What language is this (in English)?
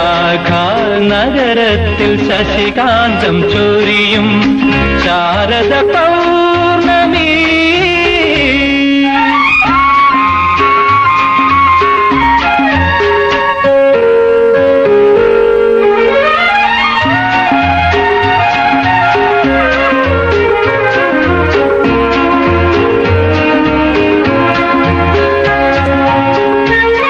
Malayalam